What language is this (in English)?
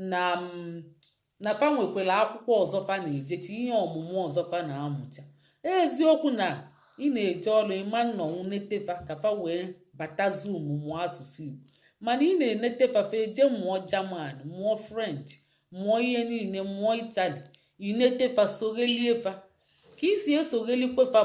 Igbo